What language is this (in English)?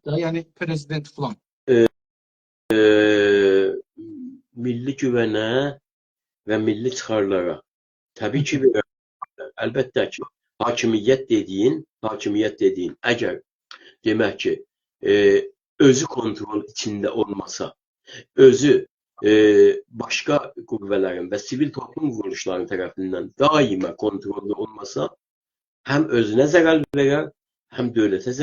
South Azerbaijani